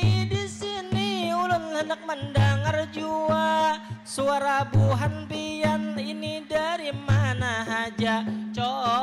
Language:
Banjar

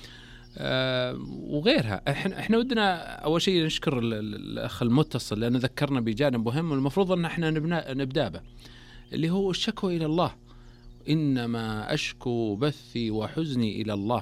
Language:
Najdi Arabic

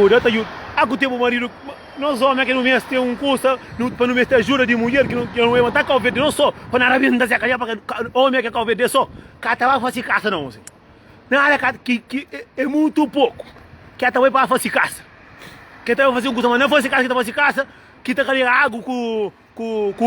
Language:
Kabuverdianu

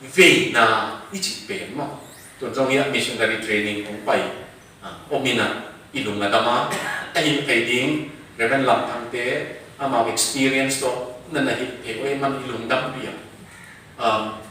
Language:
Tedim Chin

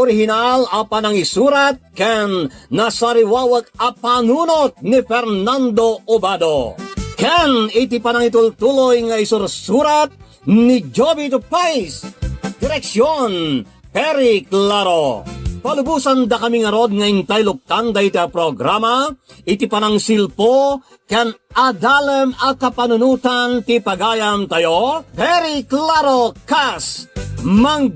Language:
Iloko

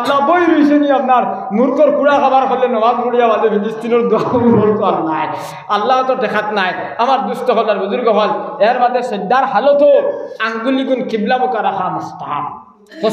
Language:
Sylheti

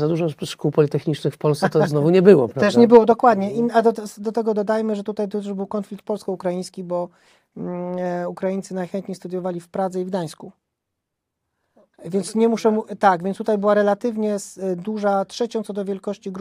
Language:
Polish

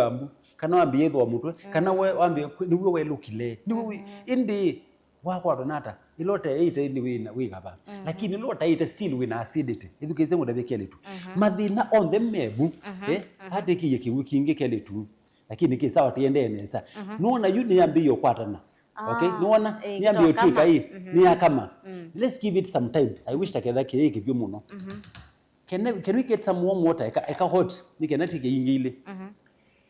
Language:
Kamba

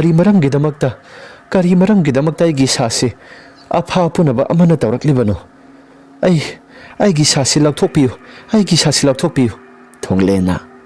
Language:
Manipuri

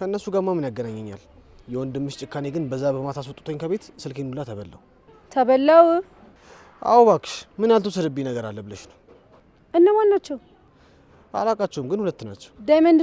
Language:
Amharic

